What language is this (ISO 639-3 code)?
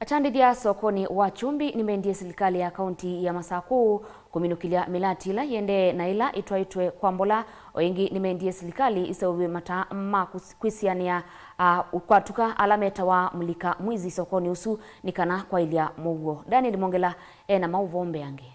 kam